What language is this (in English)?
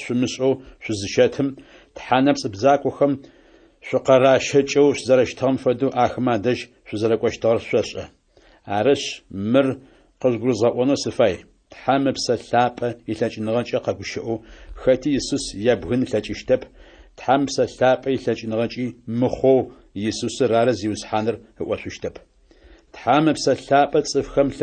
Adyghe